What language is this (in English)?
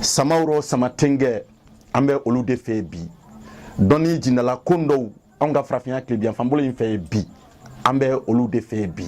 Bambara